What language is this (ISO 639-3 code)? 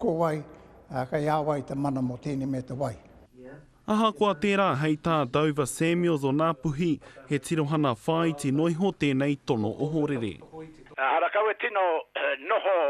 mri